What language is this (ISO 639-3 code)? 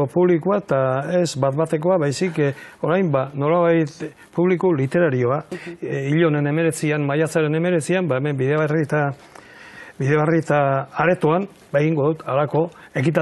eus